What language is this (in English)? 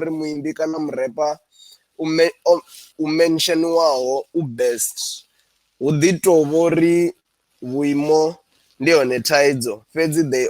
Venda